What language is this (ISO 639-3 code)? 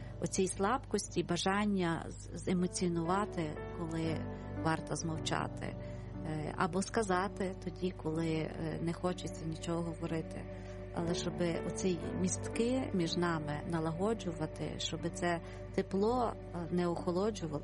ukr